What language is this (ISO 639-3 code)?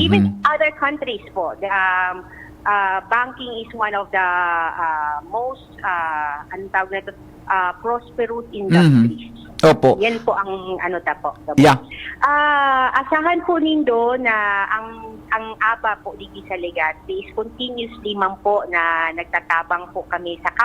bik